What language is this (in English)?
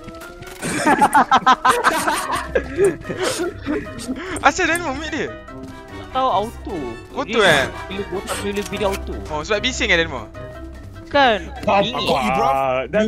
Malay